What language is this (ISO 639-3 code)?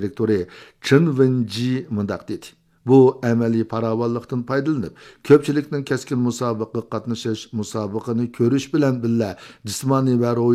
uig